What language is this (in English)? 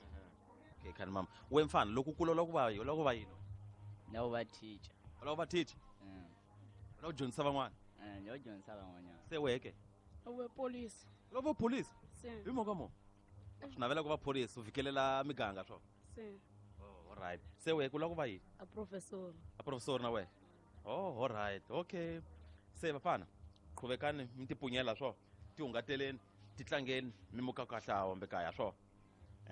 Tsonga